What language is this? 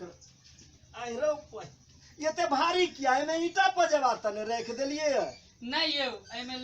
Maithili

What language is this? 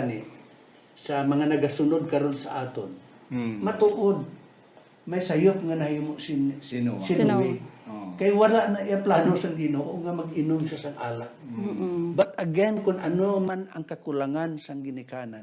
Hiligaynon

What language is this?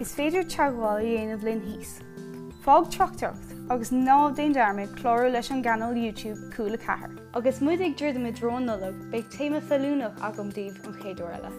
Irish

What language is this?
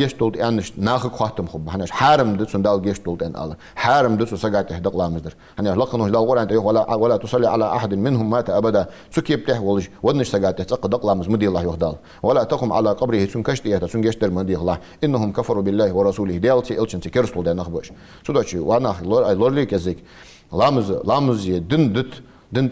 Ingush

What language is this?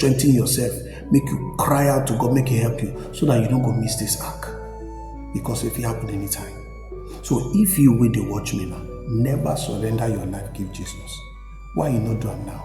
Nigerian Pidgin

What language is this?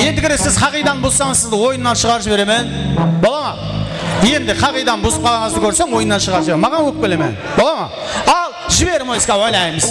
Kara-Kalpak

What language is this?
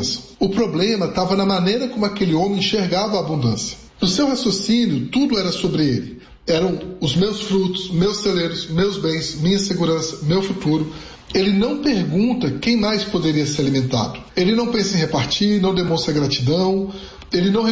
Portuguese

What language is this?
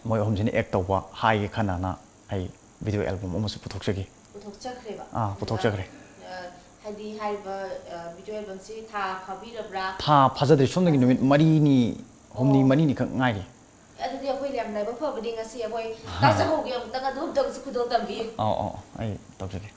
Manipuri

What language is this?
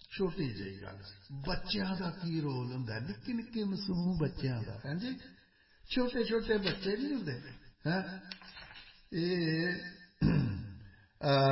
Punjabi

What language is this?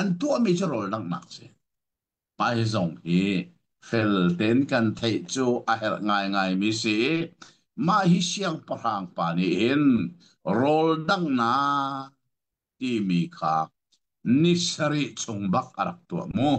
Hakha Chin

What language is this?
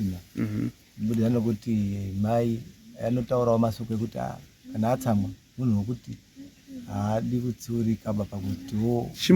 Shona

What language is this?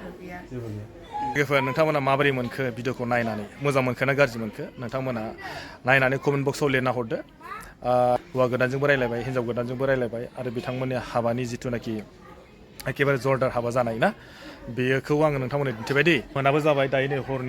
Bodo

